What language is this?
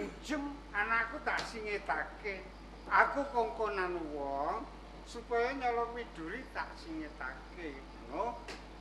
Javanese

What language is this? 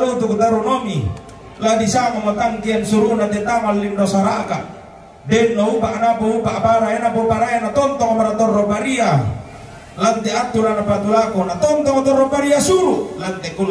Toraja-Sa'dan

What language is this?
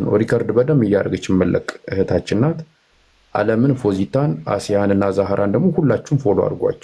Amharic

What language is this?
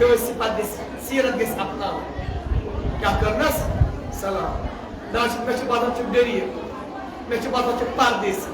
Kashmiri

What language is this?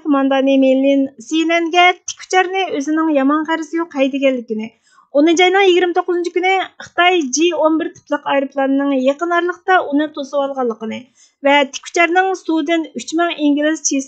Uyghur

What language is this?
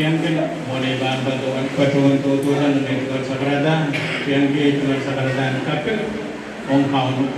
Pohnpeian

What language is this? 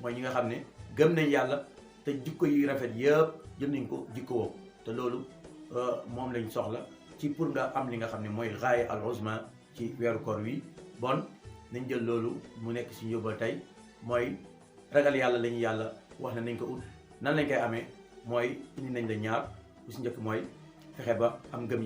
Wolof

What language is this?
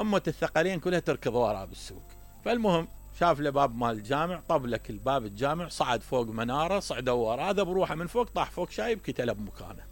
Mesopotamian Arabic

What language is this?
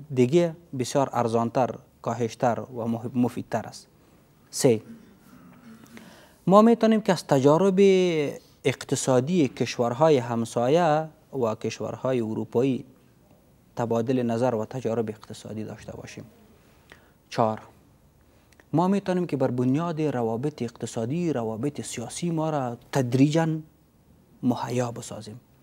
Persian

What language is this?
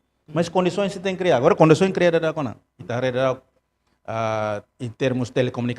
Tetum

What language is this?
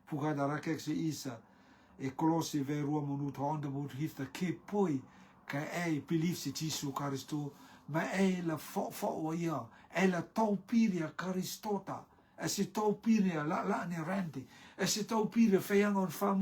Rotuman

